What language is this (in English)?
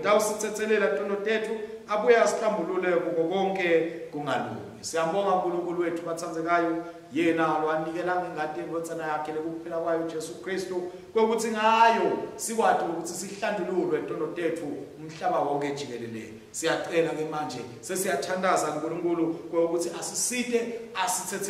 Swati